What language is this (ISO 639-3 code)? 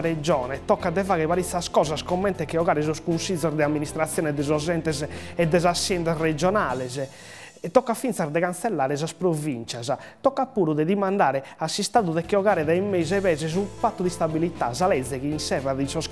srd